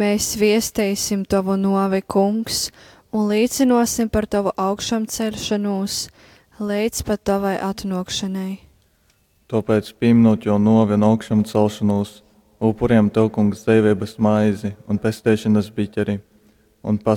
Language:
Latgalian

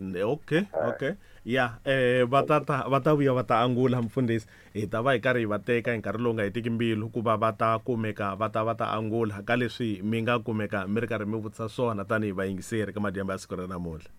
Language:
Tsonga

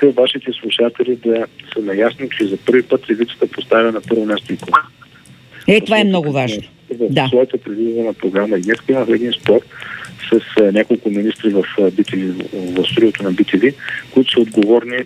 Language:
Bulgarian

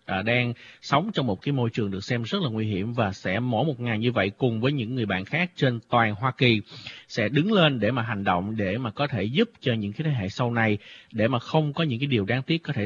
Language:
Vietnamese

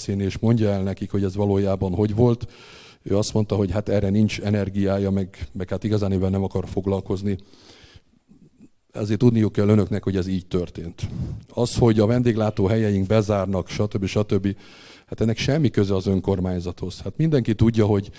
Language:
Hungarian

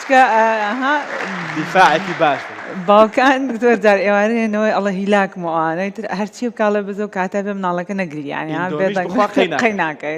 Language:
Central Kurdish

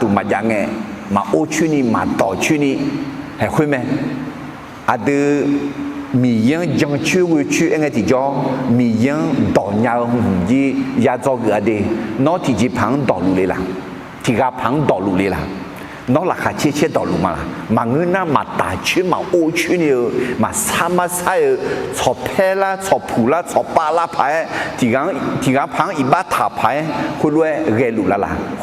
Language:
Akha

